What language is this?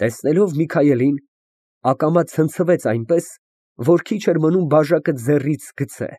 Armenian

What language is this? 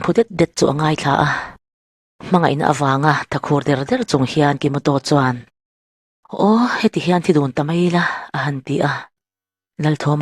Mizo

